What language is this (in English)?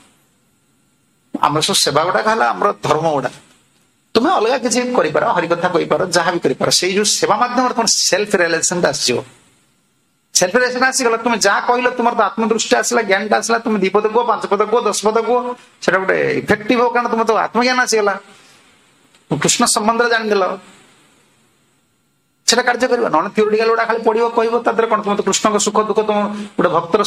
Odia